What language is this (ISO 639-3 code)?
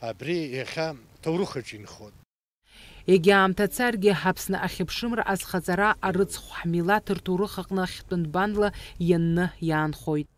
abk